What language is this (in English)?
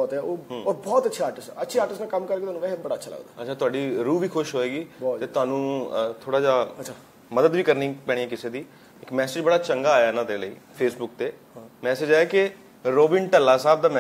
Punjabi